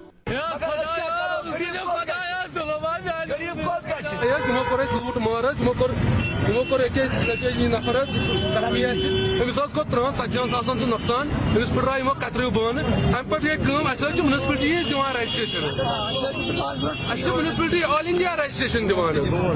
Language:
Kashmiri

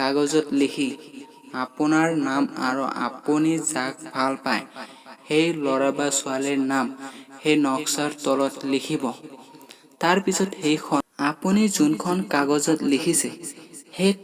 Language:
Assamese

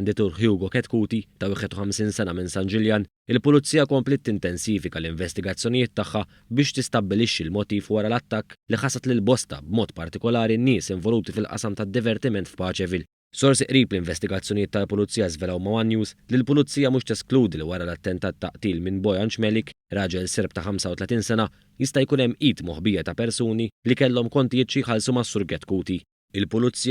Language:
Maltese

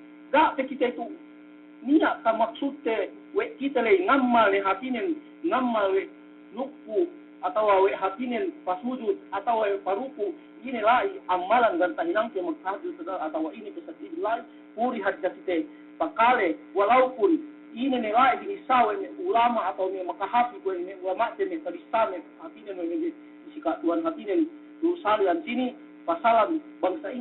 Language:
Yakan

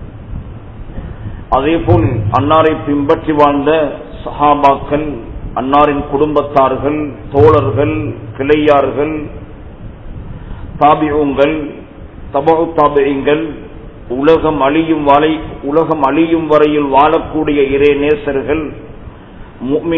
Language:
Tamil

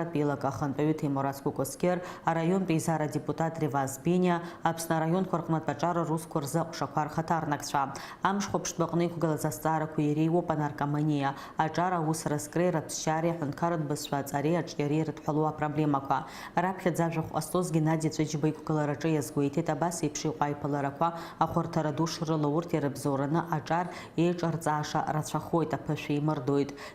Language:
Abkhazian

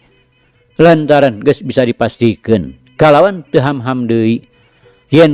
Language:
Sundanese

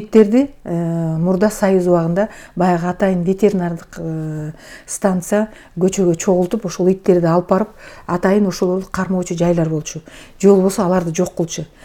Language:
Kyrgyz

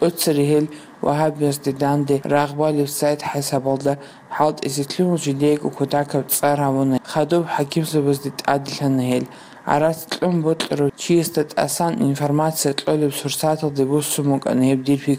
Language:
Avaric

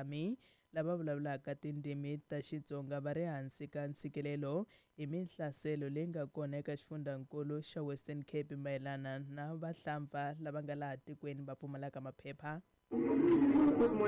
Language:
Tsonga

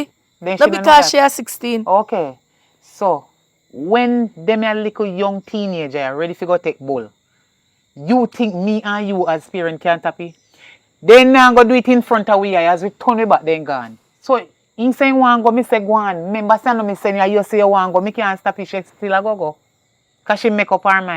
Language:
Jamaican Creole English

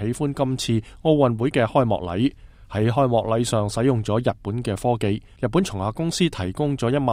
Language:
Cantonese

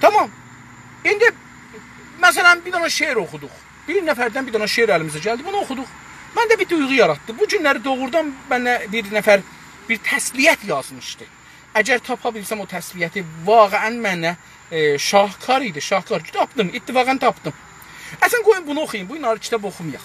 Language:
South Azerbaijani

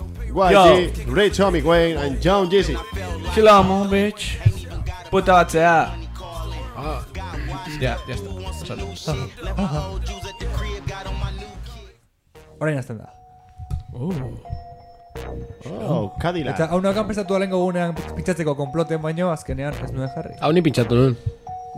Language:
Basque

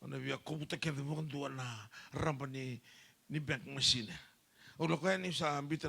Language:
Fijian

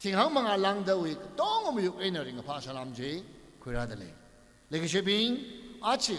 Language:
Tangkhul Naga (India)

